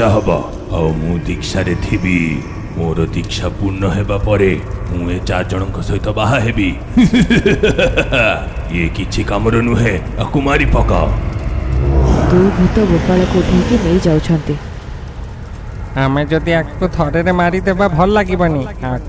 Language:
Odia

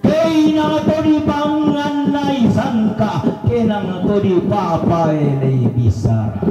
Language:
Toraja-Sa'dan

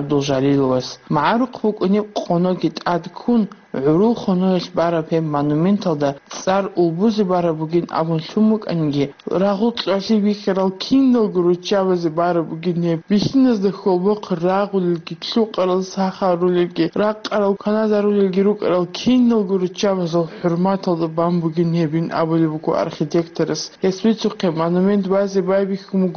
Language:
Avaric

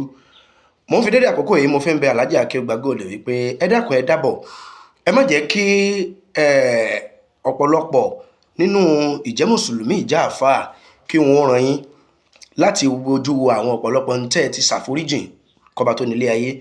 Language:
Yoruba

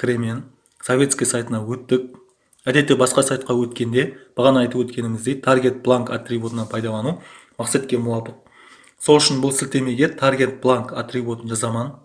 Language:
Kara-Kalpak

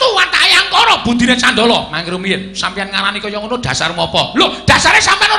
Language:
Javanese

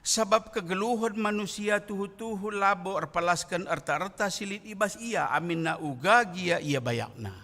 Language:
Batak Karo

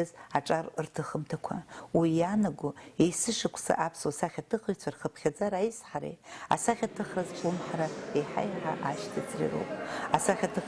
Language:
Abkhazian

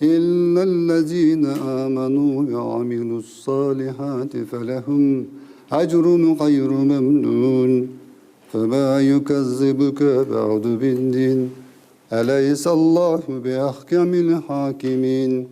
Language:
Crimean Tatar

